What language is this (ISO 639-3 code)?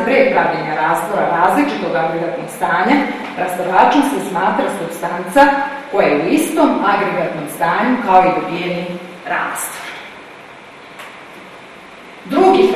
srp